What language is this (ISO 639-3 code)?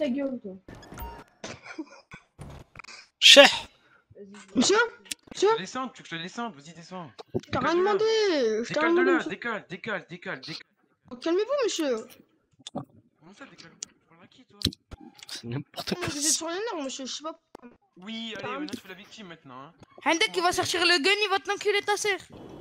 fra